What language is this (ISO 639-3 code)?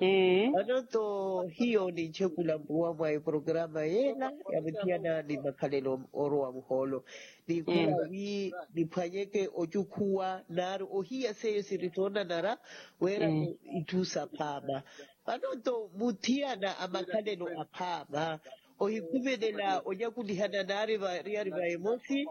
vmw